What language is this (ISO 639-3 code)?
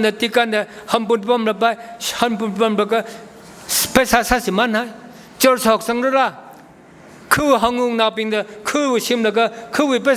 nmf